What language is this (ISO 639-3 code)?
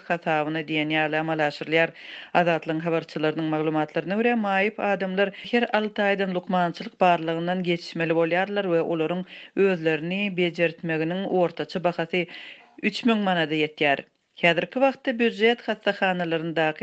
tuk